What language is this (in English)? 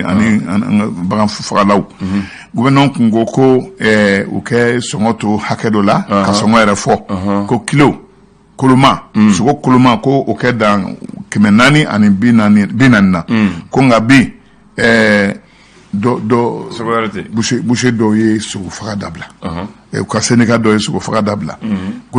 Bambara